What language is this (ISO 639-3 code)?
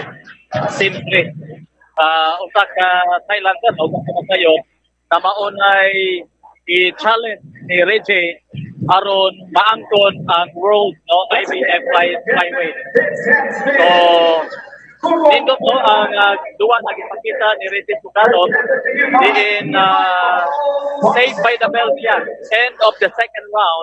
ceb